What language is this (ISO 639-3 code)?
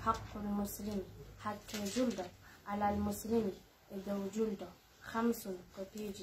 fuf